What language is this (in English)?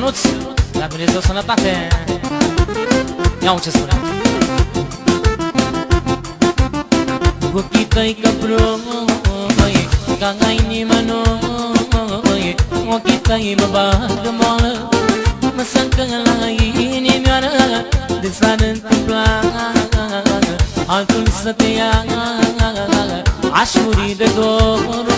Romanian